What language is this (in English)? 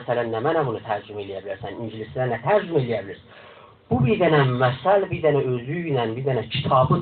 South Azerbaijani